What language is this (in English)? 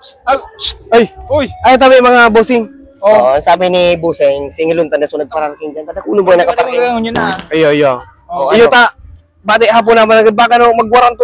Bikol